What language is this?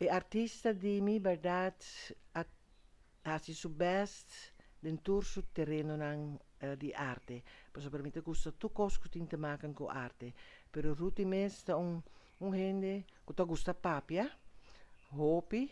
Papiamento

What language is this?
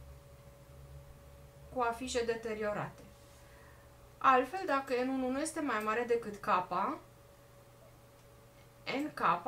Romanian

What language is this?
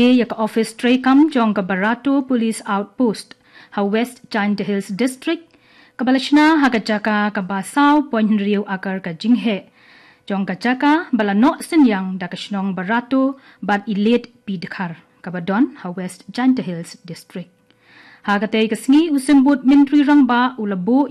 Khasi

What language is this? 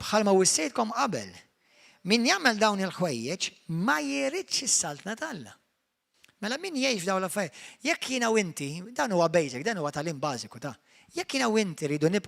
Maltese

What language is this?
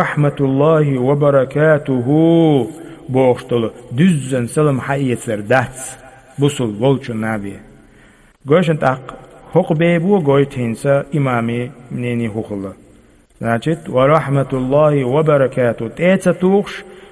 Chechen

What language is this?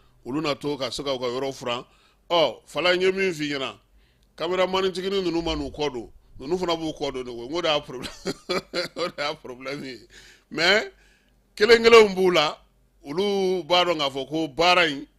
Bambara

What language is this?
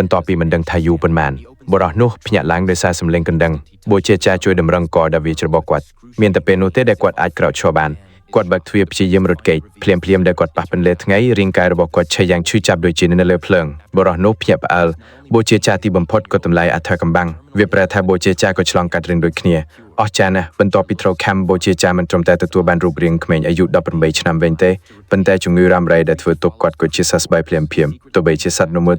Khmer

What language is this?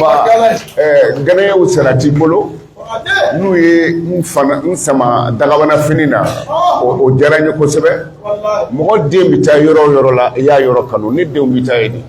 Bambara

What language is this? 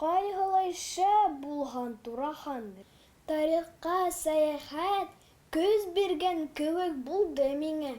Bashkir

